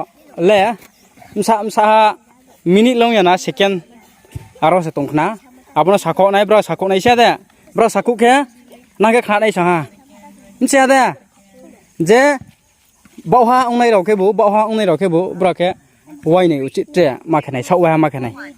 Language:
Riang (India)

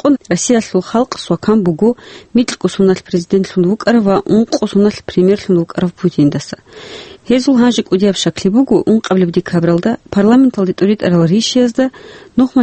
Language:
Avaric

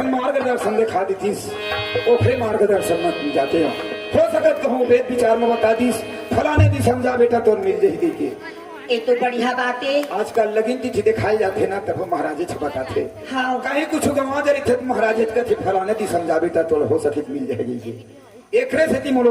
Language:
Chhattisgarhi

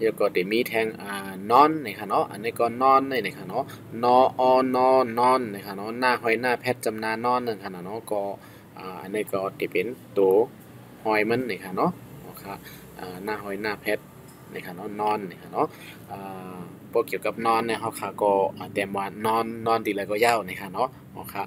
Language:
Shan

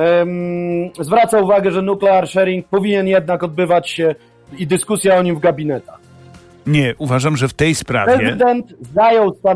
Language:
Polish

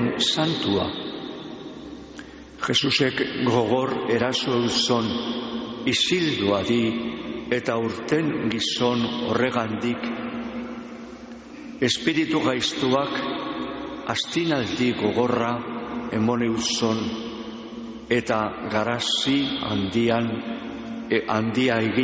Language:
Basque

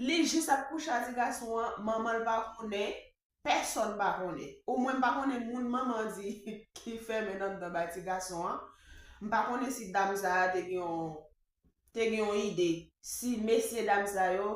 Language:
Haitian Creole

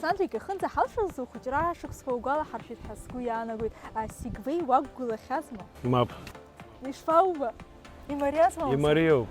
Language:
Abkhazian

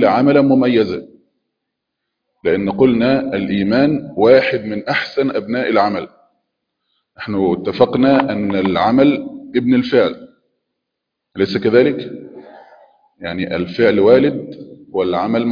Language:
Arabic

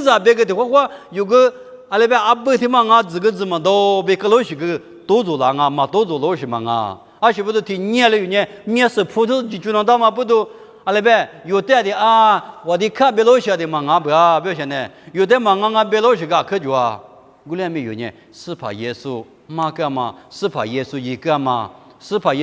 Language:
Lisu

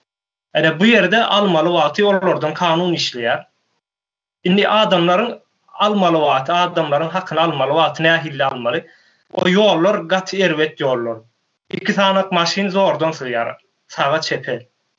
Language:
Turkmen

